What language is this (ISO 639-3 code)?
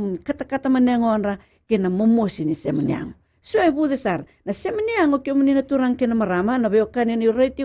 fij